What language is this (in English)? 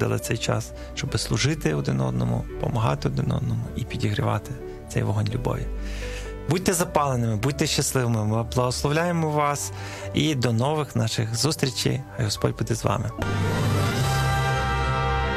Ukrainian